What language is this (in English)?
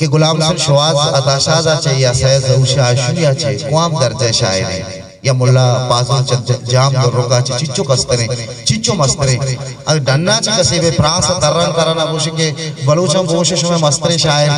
Eastern Balochi